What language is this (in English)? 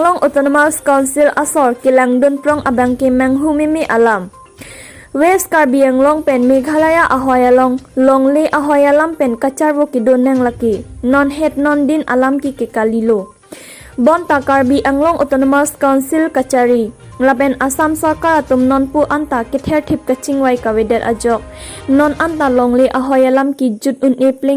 Karbi